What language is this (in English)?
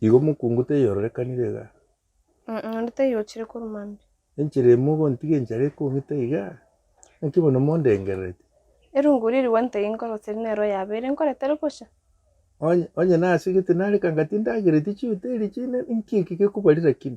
Gusii